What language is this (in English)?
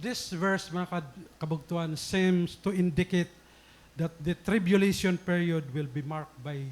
Waray